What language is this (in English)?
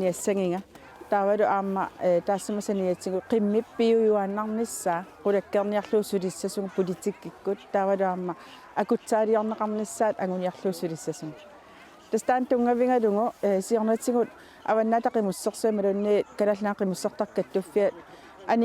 Kalaallisut